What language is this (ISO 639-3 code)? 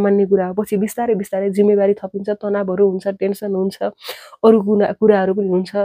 nep